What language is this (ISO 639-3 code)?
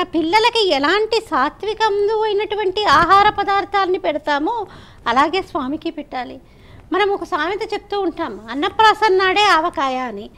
tel